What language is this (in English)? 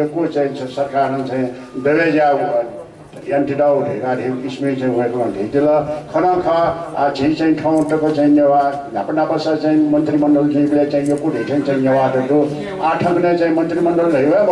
Newari